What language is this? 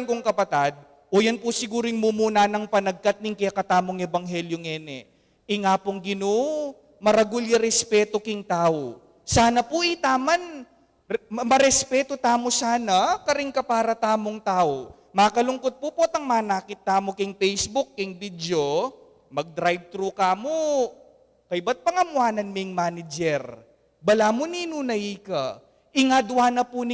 Pampanga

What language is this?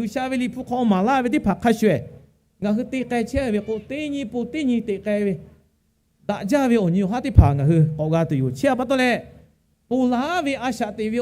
Lahu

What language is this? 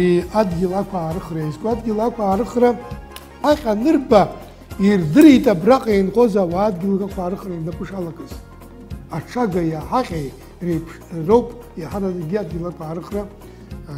Abkhazian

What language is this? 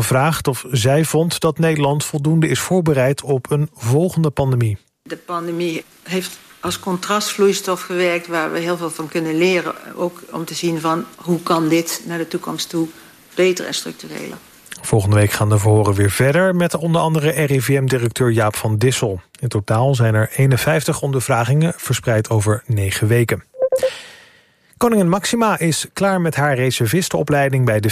Dutch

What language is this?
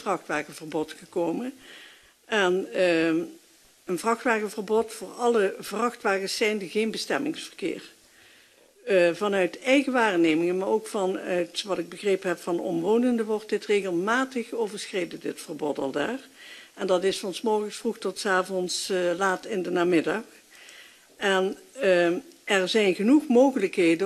Dutch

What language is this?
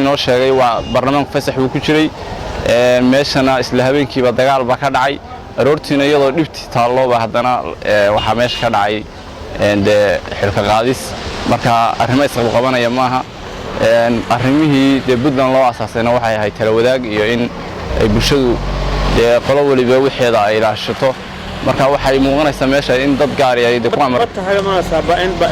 Somali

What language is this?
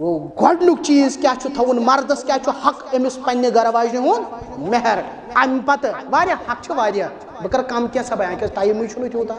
Kashmiri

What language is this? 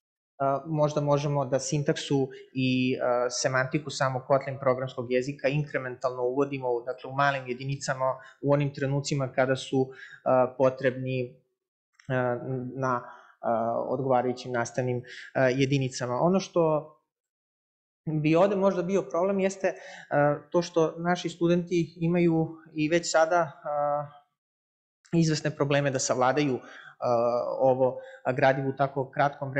Serbian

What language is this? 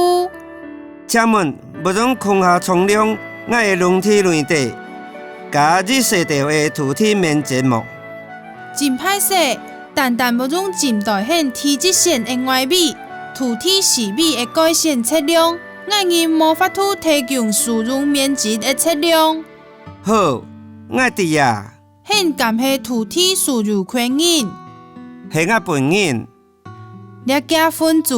Hakka Chinese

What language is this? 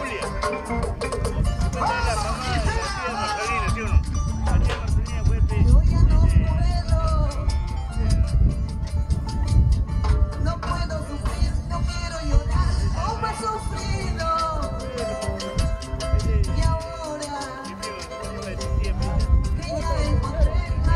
Spanish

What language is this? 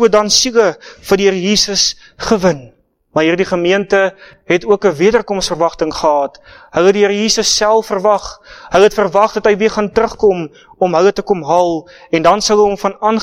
Afrikaans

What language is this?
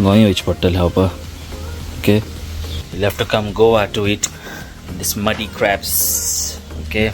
Konkani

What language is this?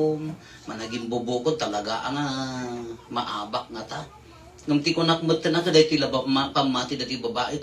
Iloko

